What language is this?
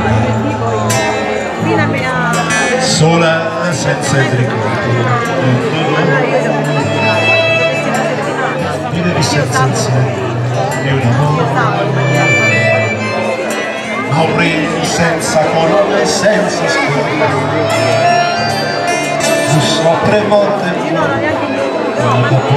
Italian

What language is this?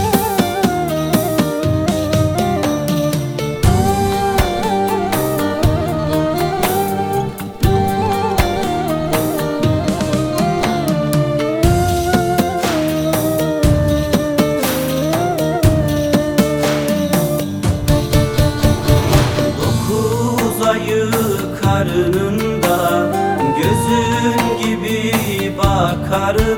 Turkish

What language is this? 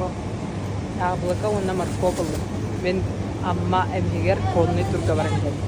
Yakut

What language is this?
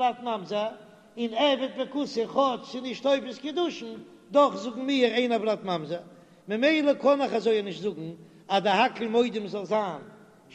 Yiddish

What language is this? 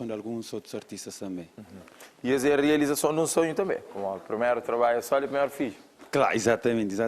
Kabuverdianu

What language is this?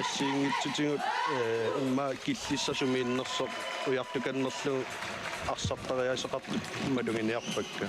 Kalaallisut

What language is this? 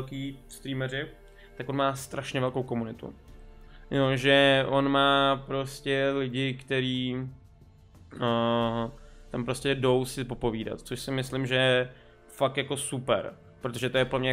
Czech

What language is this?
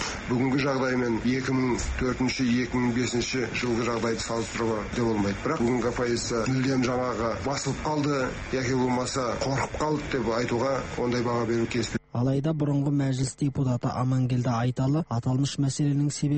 Kazakh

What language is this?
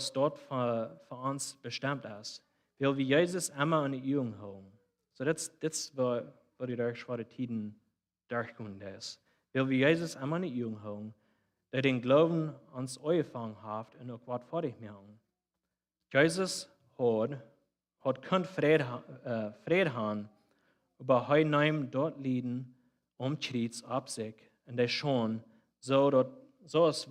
Plautdietsch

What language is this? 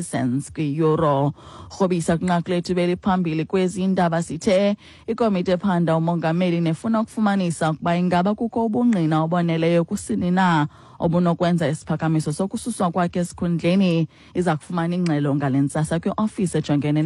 Xhosa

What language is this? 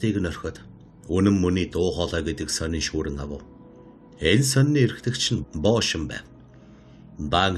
Mongolian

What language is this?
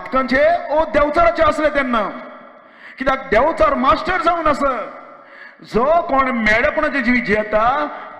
Konkani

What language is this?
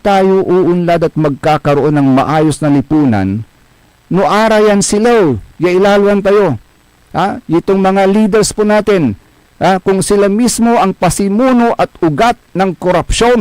Pangasinan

